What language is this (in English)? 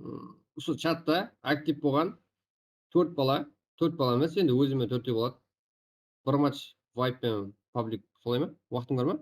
Kara-Kalpak